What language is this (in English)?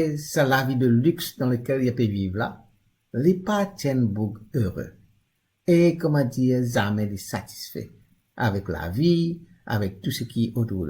Morisyen